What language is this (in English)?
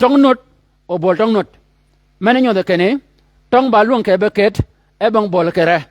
Shilluk